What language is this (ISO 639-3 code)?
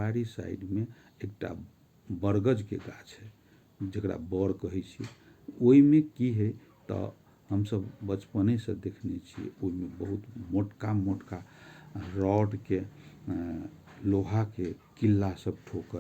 mai